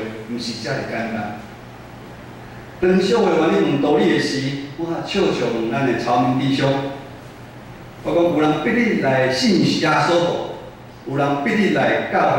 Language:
Min Nan Chinese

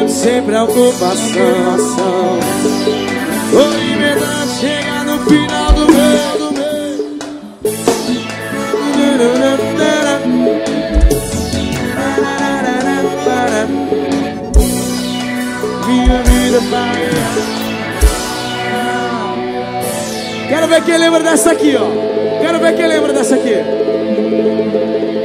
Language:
Portuguese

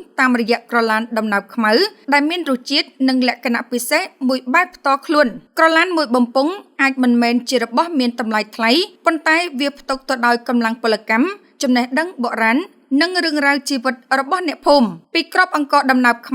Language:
Khmer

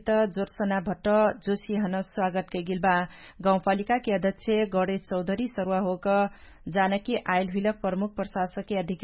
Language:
Dangaura Tharu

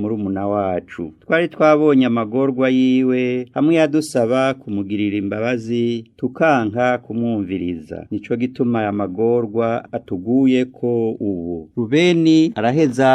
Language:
Rundi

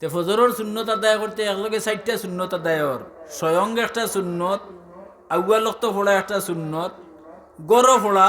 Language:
Sylheti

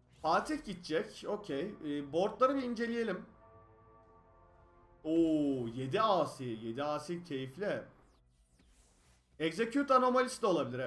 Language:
Turkish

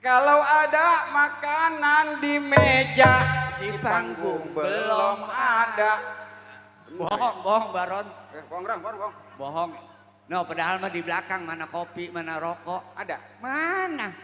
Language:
Betawi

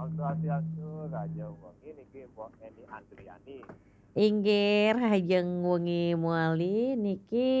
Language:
Balinese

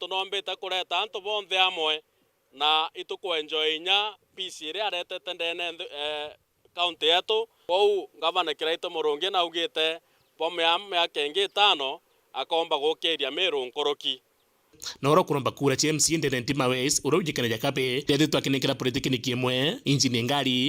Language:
Meru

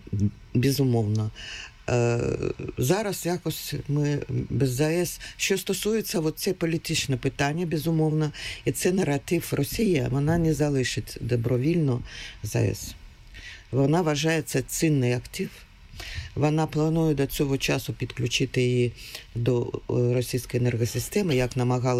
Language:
Ukrainian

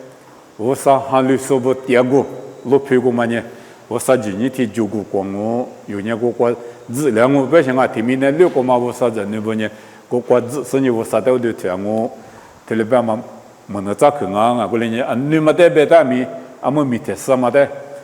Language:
Lisu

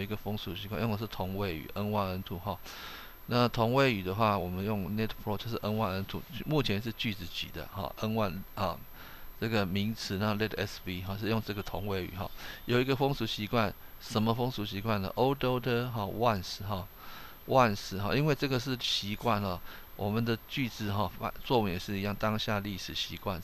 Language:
Chinese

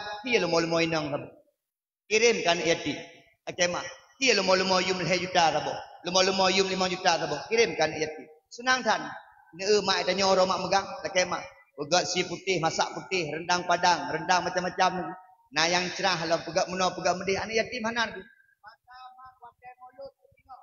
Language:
Achinese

